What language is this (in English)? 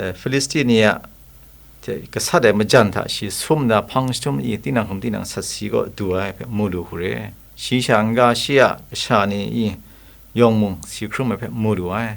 Kachin